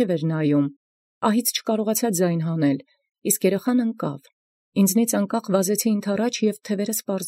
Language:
Armenian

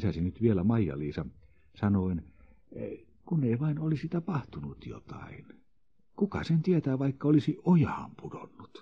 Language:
Finnish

